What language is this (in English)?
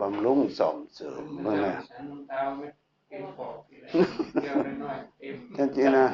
Northeastern Thai